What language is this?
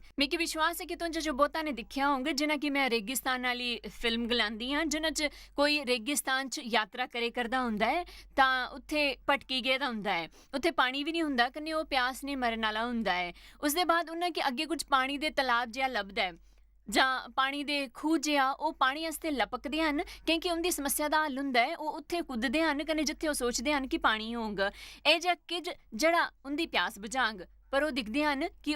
Dogri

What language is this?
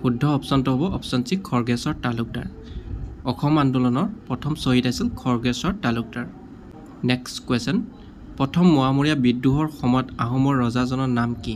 Assamese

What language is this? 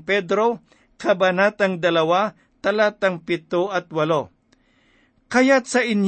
Filipino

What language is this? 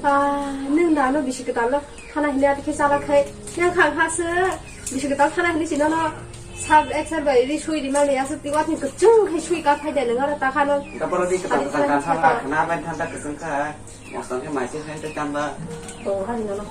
Kok Borok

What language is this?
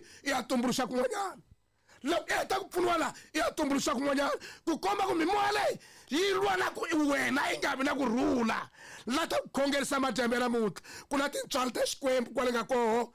Tsonga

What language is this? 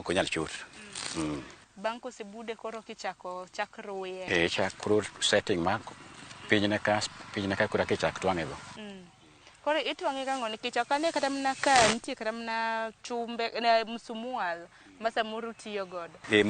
Luo (Kenya and Tanzania)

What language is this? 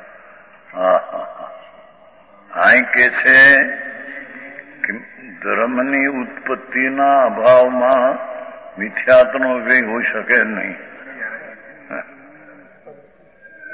Gujarati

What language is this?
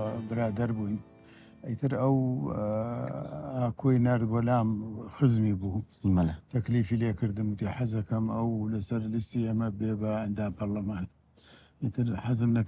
Central Kurdish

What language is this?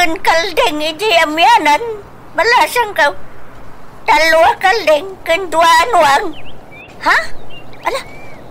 Iloko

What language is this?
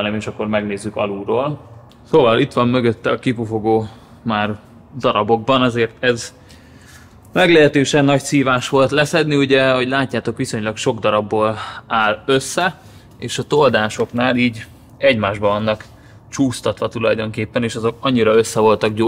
Hungarian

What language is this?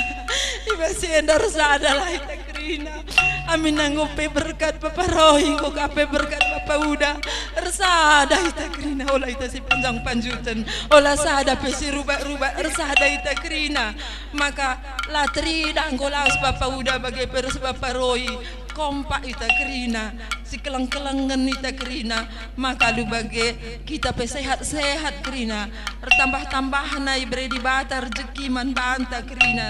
Batak Karo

